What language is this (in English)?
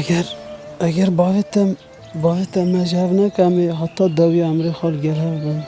Kurdish